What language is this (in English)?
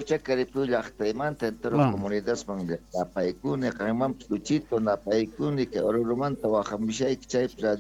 South Bolivian Quechua